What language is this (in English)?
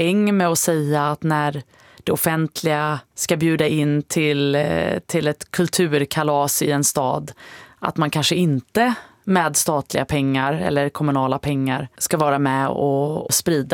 Swedish